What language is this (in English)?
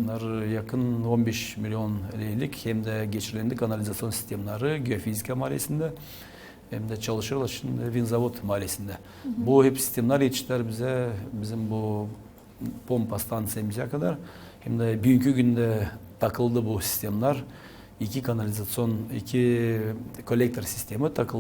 Gagauz